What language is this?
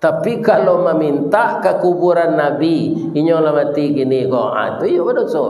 Minangkabau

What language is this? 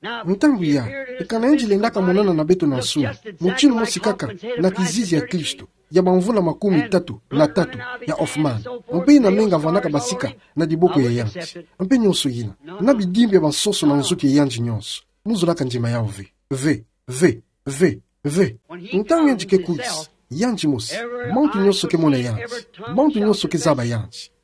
Kituba (Democratic Republic of Congo)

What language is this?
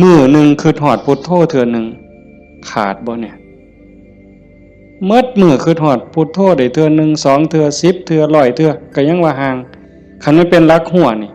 Northeastern Thai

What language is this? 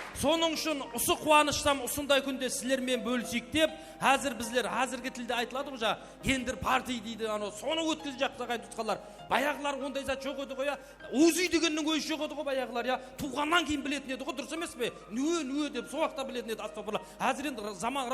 Kara-Kalpak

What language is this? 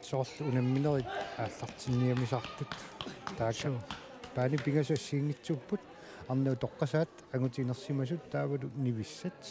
Kalaallisut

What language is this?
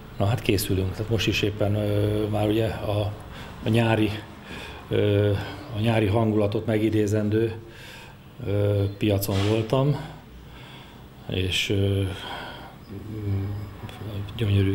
Hungarian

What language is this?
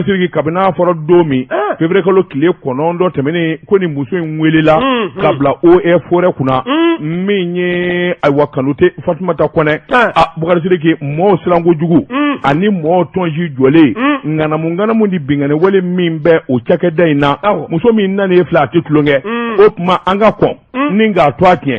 Bambara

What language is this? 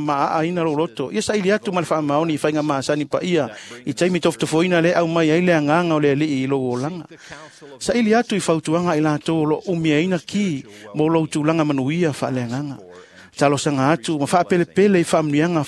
Samoan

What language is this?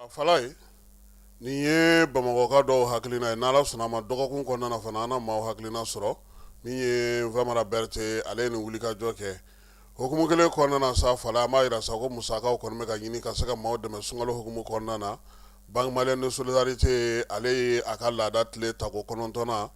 Bambara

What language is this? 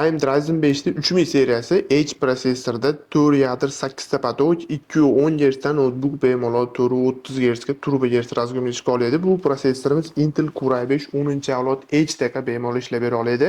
Uzbek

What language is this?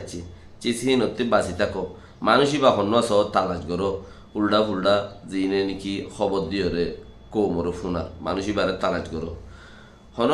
Rohingya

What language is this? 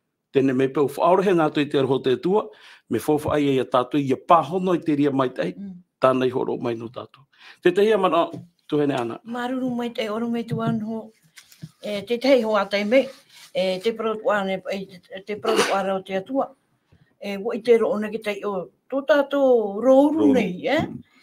Tahitian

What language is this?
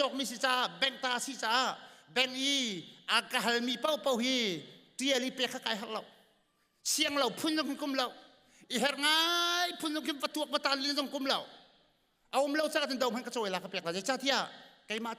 Hakha Chin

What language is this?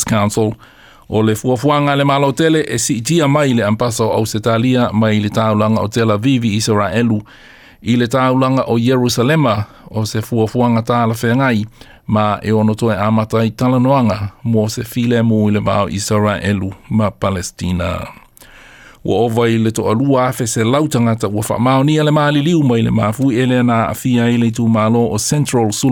Samoan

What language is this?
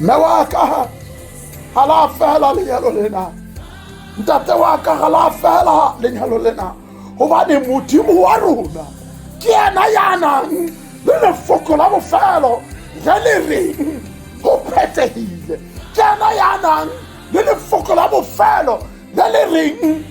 Southern Sotho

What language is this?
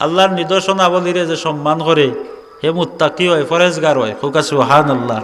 Sylheti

